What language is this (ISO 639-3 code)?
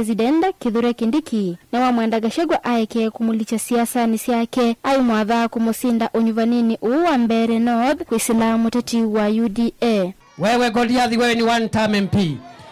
kam